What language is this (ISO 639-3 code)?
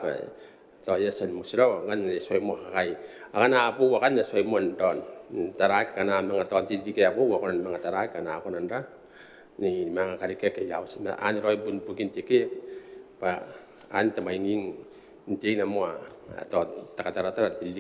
gil